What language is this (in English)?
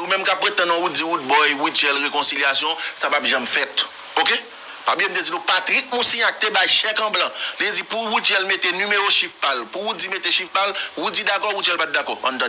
Haitian Creole